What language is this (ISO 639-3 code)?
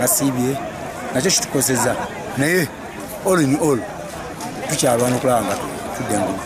xog